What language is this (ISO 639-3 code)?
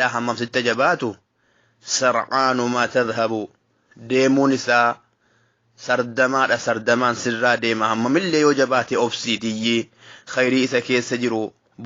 orm